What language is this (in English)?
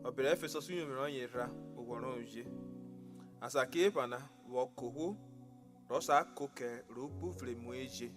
Urhobo